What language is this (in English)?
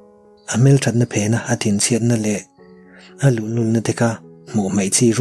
Mizo